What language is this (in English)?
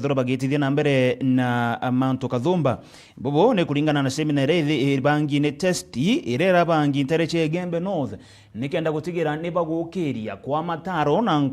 Meru